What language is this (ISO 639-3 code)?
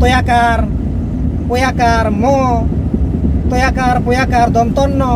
sat